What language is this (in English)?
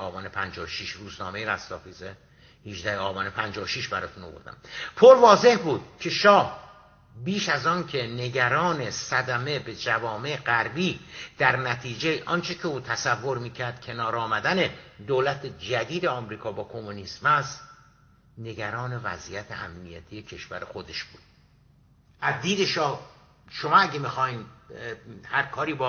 Persian